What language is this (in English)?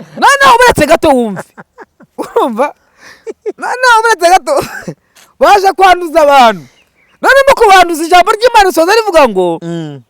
Kinyarwanda